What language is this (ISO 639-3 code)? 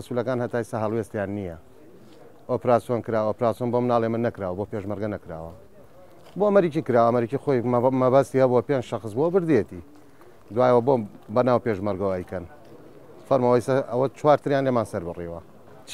ckb